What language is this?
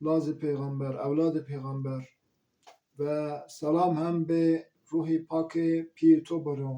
Zaza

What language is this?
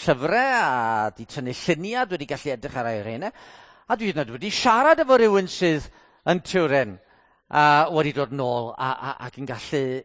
Welsh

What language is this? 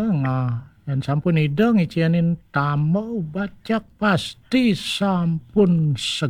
Balinese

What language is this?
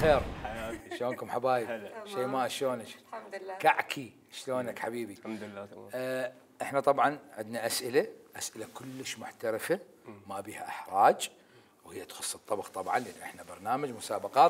Mesopotamian Arabic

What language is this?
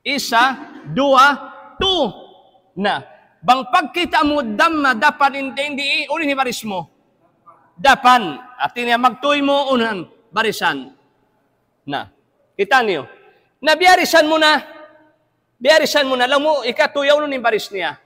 Tausug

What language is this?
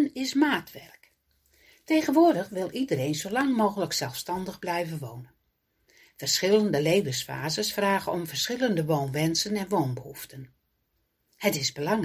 Dutch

